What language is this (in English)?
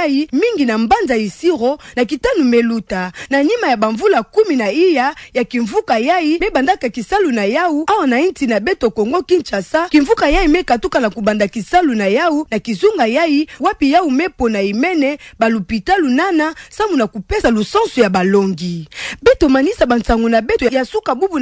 Kituba (Democratic Republic of Congo)